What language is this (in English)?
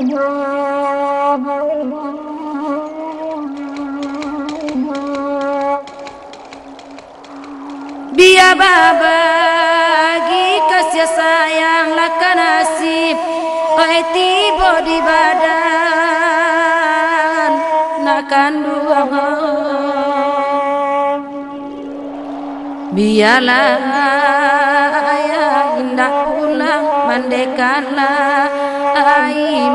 Malay